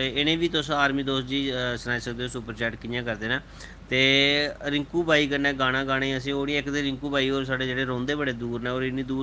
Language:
Dogri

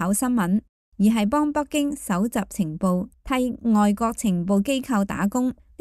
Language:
Cantonese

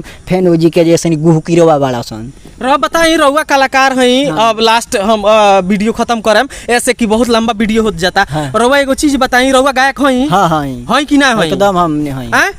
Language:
Bhojpuri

